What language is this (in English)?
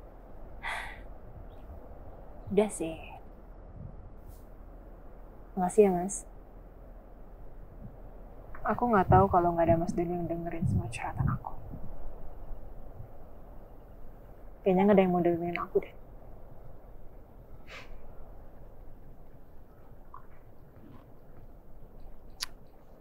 Indonesian